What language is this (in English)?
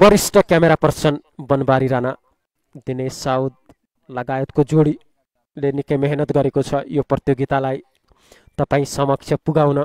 Nepali